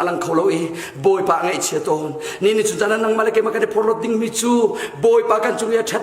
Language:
Hakha Chin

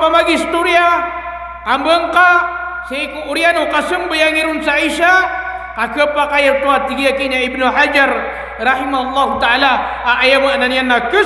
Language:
Maranao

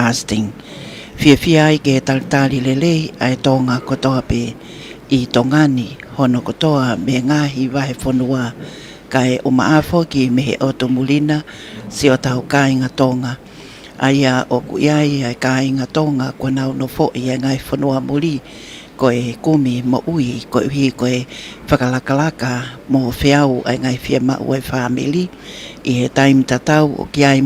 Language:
Tongan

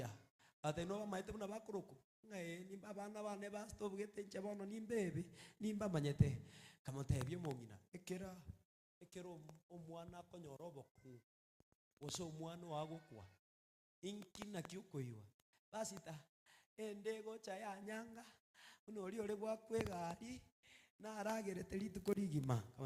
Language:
Gusii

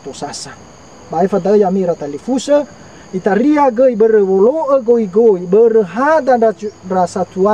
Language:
Nias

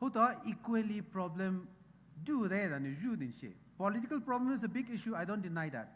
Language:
Poumei Naga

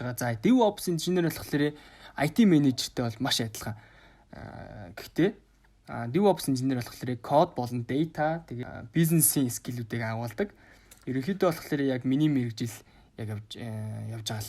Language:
Mongolian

